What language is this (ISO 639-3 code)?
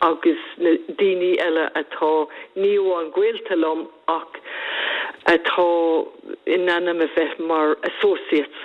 gle